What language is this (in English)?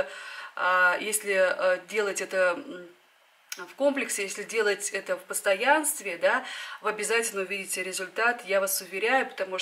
Russian